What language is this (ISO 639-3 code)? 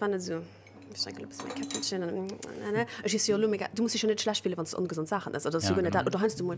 ltz